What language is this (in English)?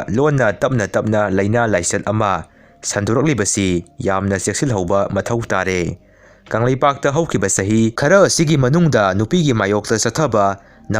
Manipuri